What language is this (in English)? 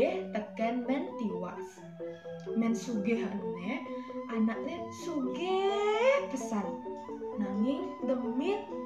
Balinese